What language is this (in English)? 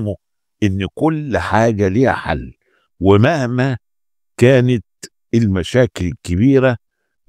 Egyptian Arabic